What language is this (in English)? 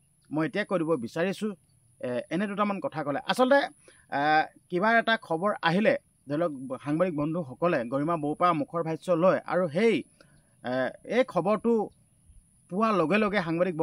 Assamese